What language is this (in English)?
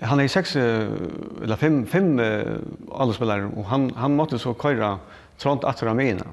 Faroese